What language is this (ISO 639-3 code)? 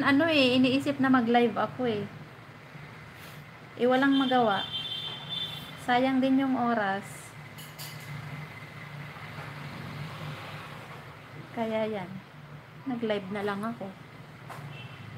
fil